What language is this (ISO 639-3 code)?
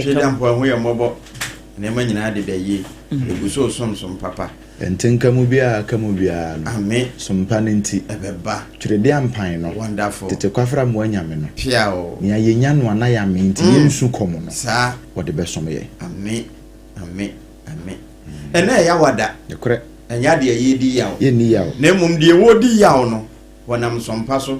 aka